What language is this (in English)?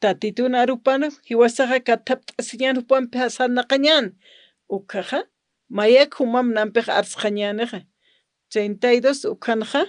Aymara